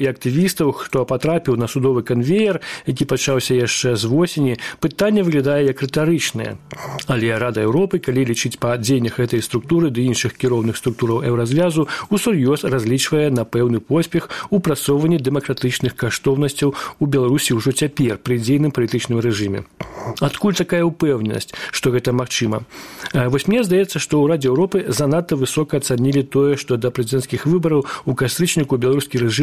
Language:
Belarusian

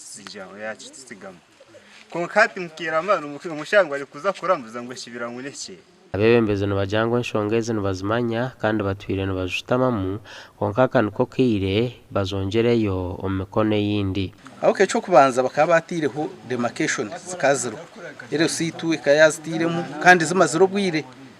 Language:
Nyankole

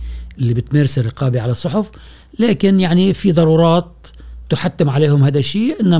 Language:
Gulf Arabic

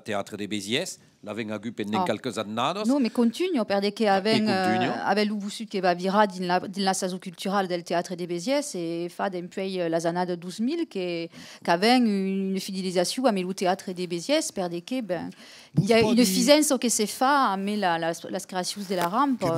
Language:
Occitan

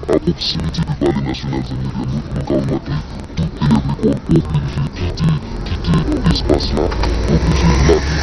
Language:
Haitian Creole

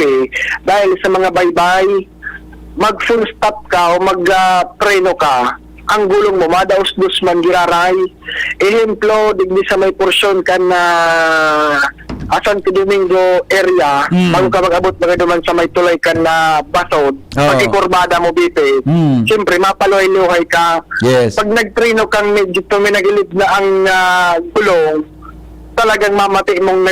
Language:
Bikol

